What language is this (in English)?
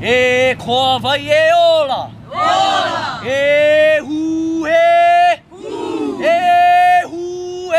Hawaiian